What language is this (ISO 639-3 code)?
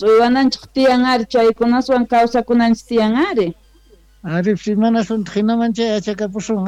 que